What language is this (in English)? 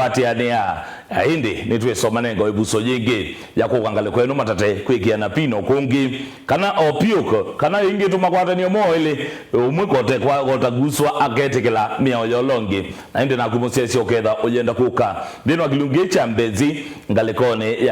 Kamba